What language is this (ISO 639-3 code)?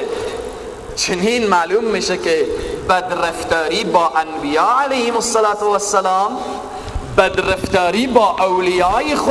fas